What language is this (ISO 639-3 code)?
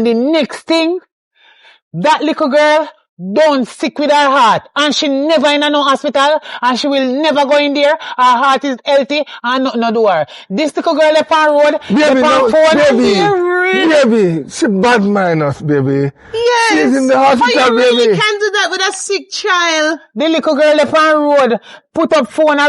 jam